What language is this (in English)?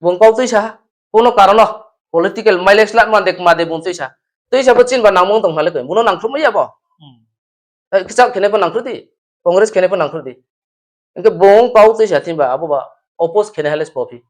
Riang (India)